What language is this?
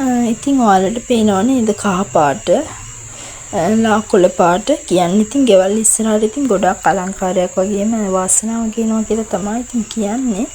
Sinhala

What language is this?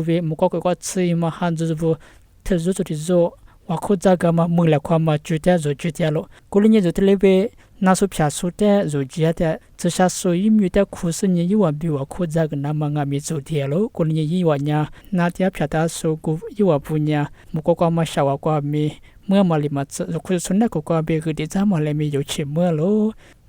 Lisu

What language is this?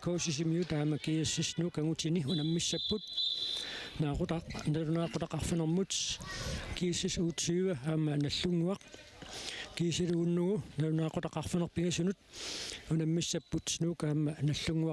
Kalaallisut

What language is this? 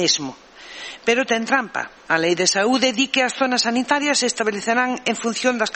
Galician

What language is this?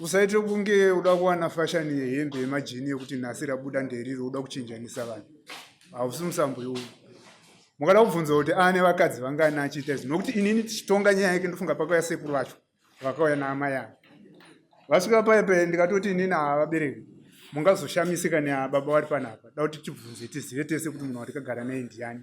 Shona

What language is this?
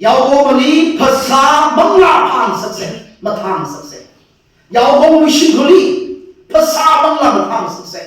Tangkhul Naga (India)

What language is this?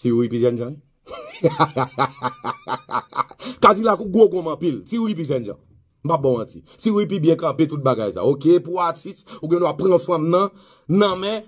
Haitian Creole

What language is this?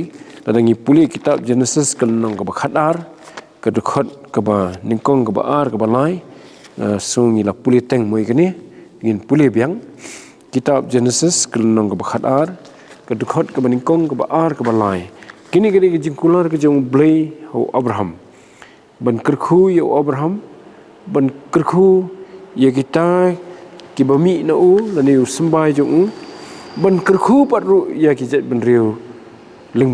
Khasi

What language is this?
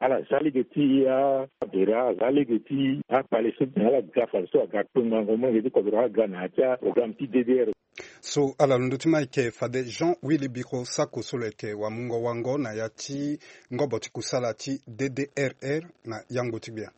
Sango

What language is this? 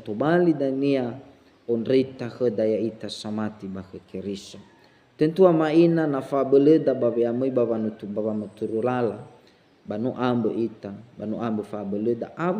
Nias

